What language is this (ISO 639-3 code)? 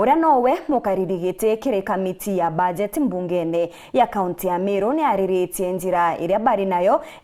mer